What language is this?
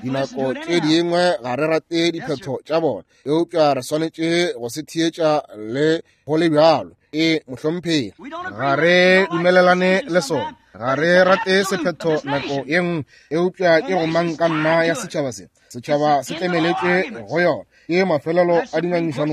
Northern Sotho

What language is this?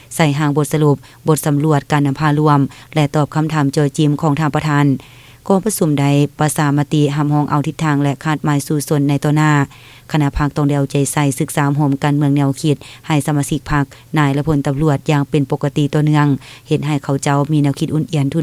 Lao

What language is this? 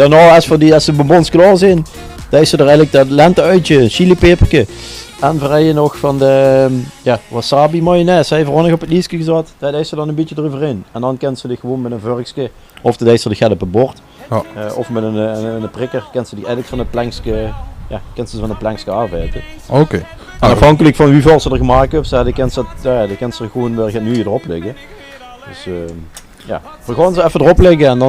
Limburgish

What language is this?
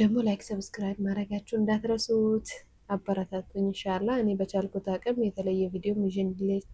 Amharic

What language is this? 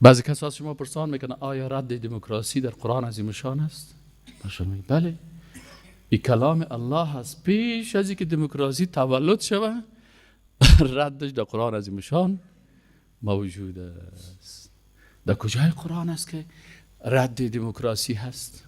Persian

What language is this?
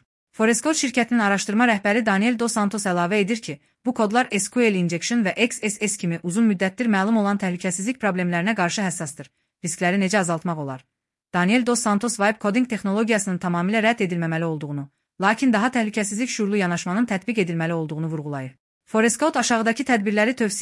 Azerbaijani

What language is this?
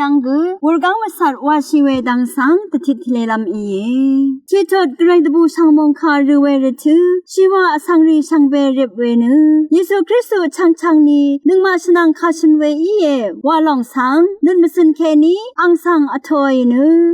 Rawang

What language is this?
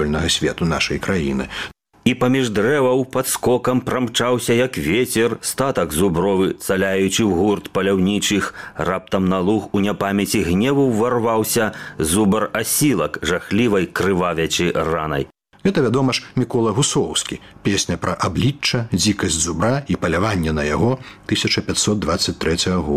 Belarusian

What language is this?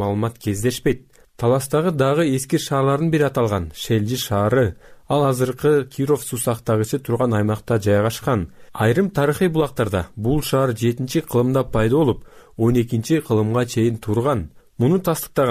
Kyrgyz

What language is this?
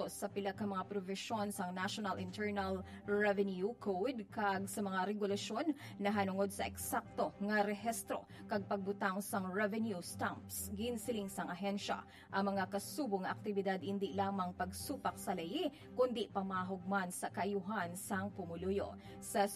Hiligaynon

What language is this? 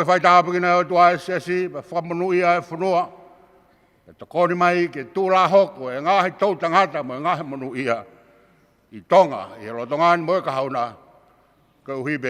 Tongan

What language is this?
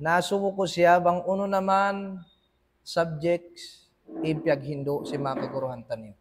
Tausug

